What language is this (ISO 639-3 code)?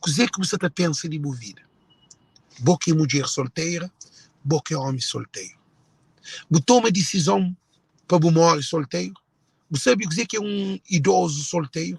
kea